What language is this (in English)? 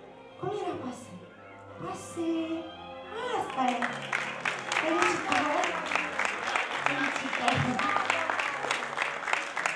Romanian